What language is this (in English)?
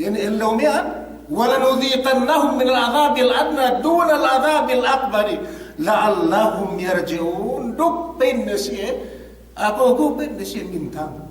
Yakan